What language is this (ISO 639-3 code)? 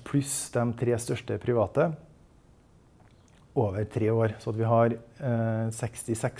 nor